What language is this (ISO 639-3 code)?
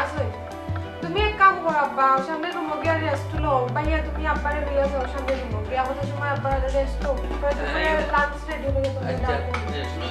syl